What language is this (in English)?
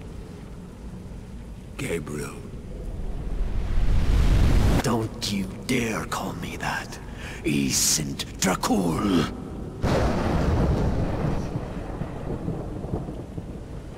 English